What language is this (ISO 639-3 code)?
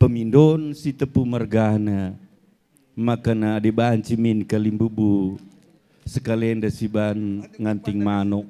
btx